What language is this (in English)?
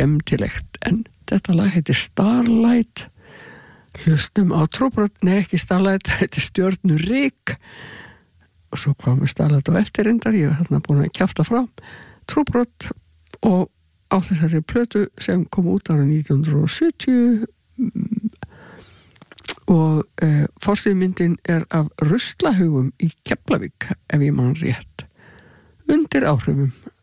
Icelandic